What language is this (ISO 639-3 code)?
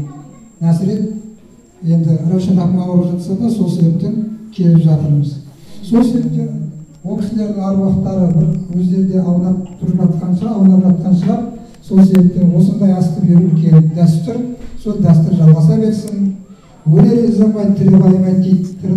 kaz